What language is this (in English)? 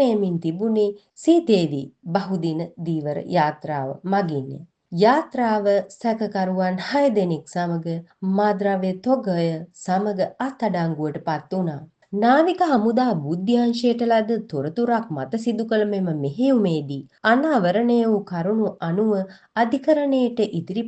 Sinhala